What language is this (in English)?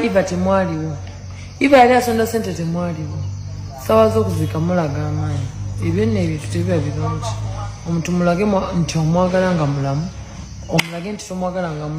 Ganda